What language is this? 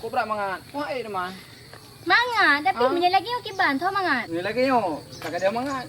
Achinese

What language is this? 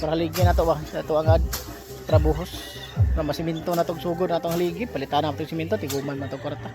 Cebuano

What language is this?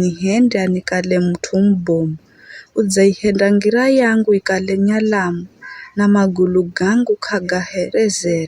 Giryama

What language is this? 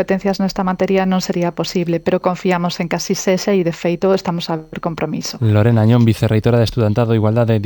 Galician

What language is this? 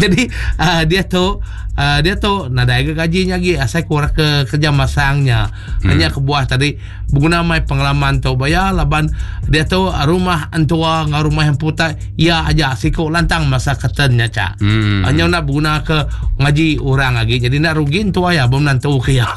Iban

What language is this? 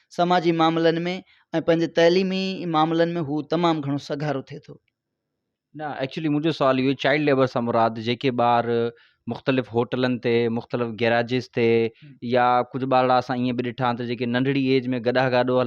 Sindhi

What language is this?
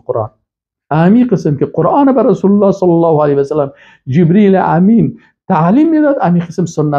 Persian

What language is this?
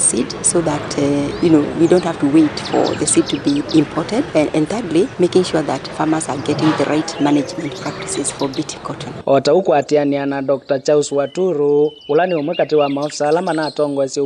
Kamba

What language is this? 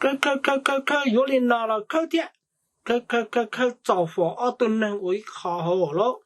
Hmong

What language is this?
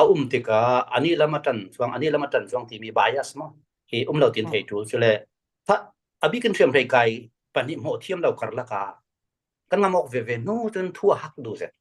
Falam Chin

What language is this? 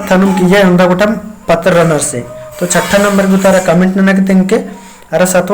Kurukh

